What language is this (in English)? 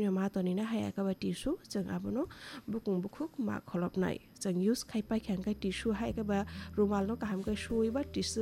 Kok Borok